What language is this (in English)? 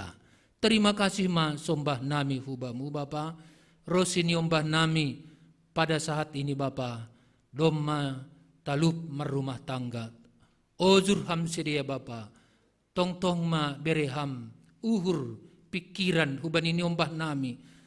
Batak Simalungun